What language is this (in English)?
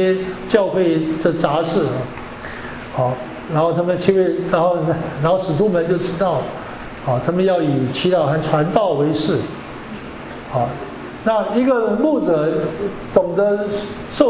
Chinese